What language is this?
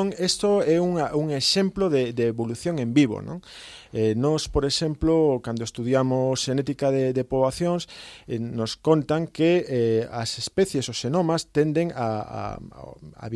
Galician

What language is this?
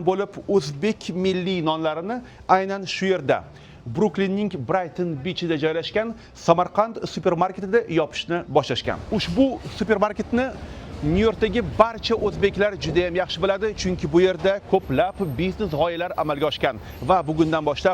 Uzbek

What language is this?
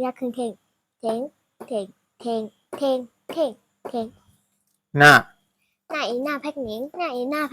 Shan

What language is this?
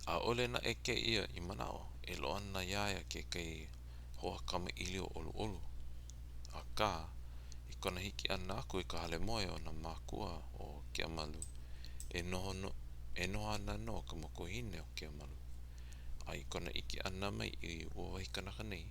Hawaiian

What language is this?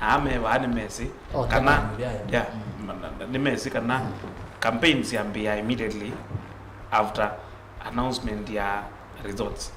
Kamba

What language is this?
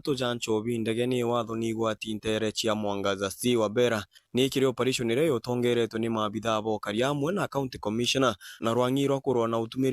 Meru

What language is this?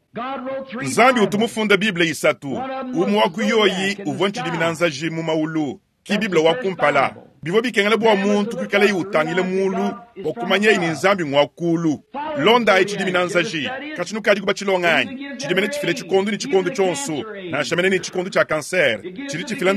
Luba-Lulua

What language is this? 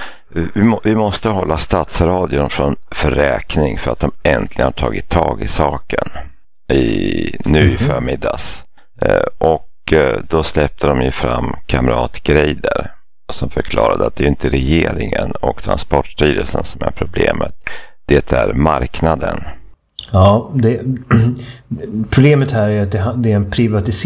Swedish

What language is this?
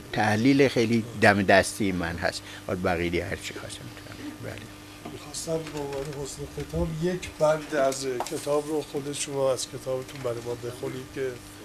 Persian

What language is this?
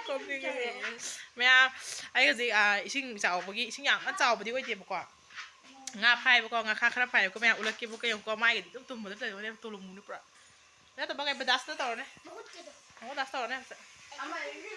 Manipuri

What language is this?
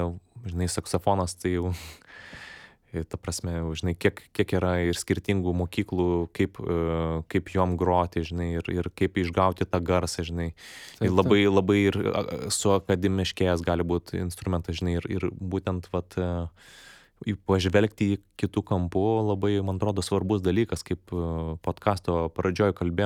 Lithuanian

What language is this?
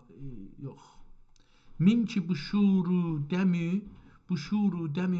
South Azerbaijani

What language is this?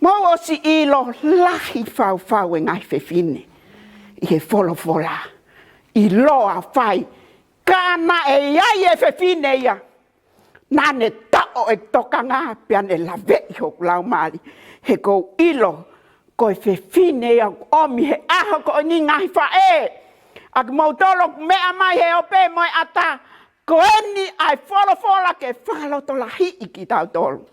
Tongan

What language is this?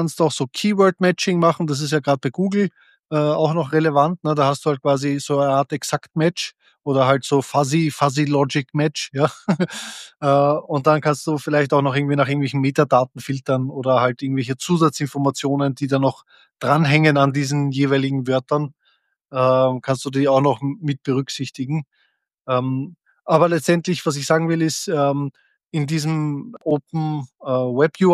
German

